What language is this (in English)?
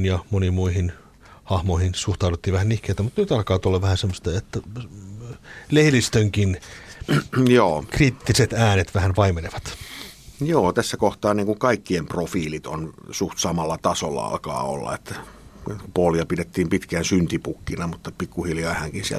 Finnish